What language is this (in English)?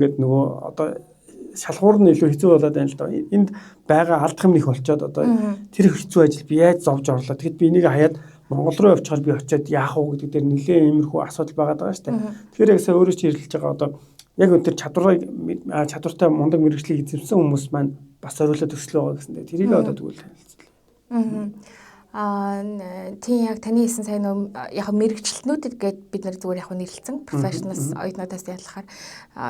Mongolian